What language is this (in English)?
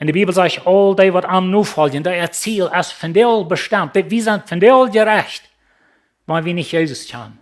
Plautdietsch